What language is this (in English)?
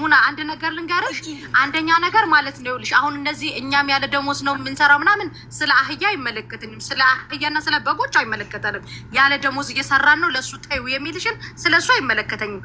Amharic